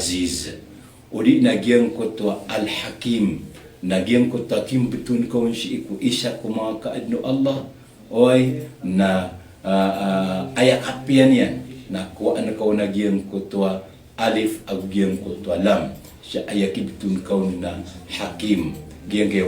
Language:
Maranao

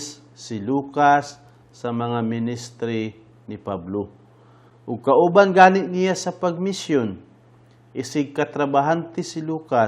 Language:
Cebuano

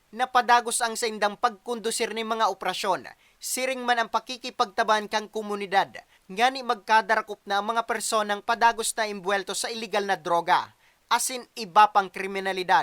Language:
Bikol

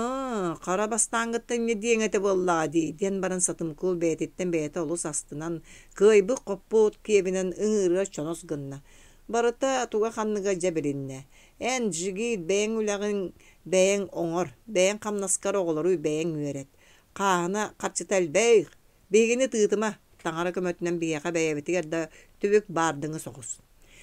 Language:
Yakut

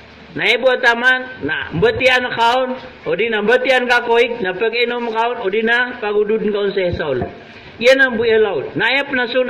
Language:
Maranao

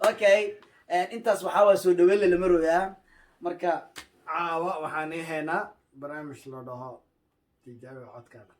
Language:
Somali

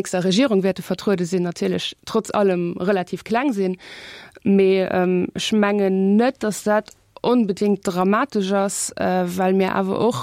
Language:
Luxembourgish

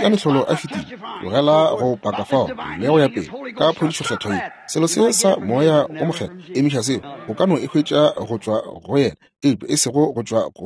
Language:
Northern Sotho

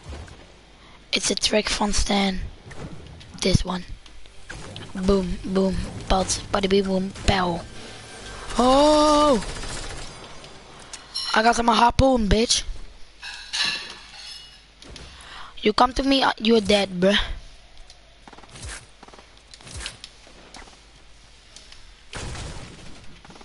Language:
Dutch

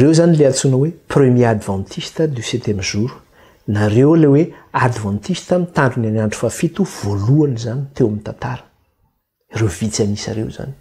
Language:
Malagasy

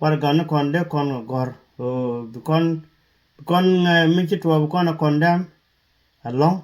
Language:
Nuer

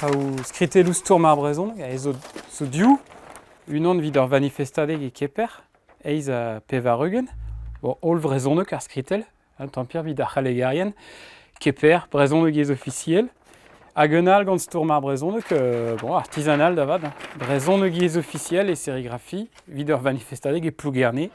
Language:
Breton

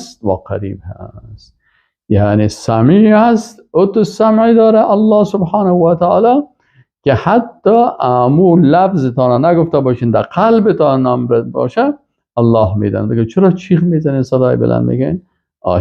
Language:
Persian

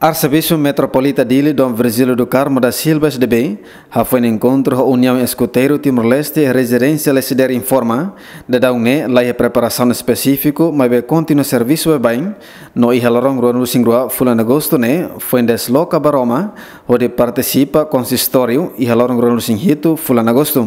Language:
Tetum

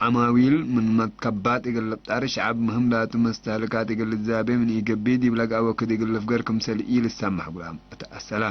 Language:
Tigre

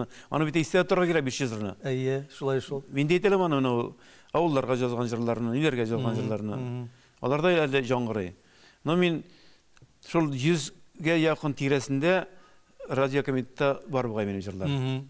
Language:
Tatar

